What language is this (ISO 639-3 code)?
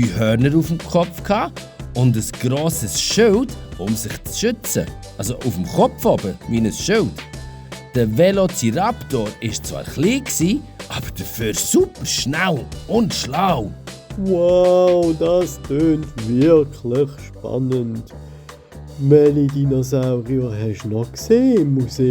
gsw